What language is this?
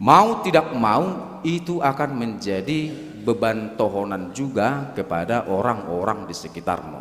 Batak Toba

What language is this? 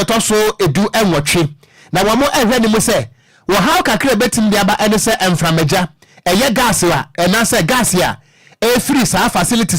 Akan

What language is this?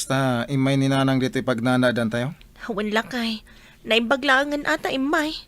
Iloko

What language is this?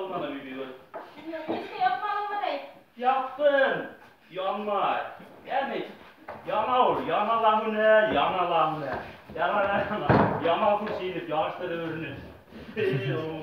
Bashkir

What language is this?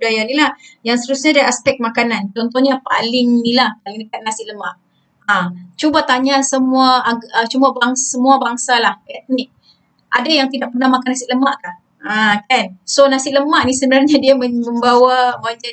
Malay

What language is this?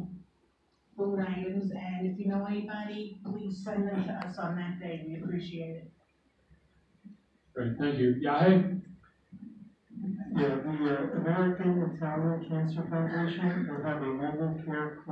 English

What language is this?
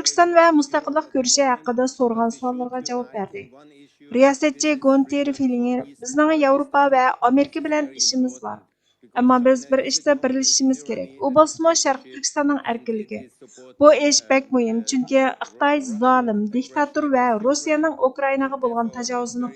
Uyghur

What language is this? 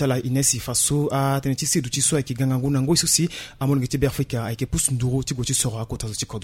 Sango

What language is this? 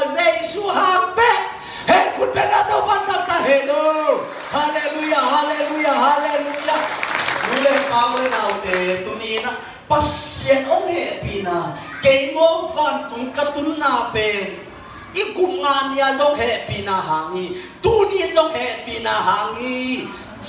Tedim Chin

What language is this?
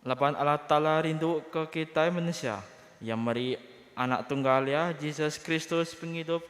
Iban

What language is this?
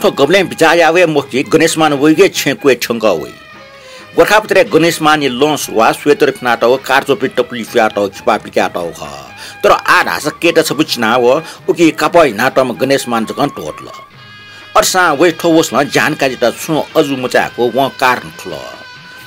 Newari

